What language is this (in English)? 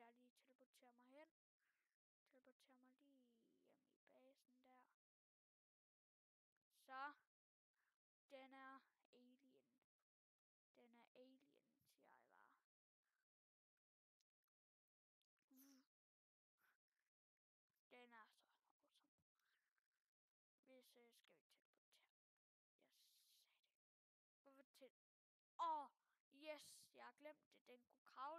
Danish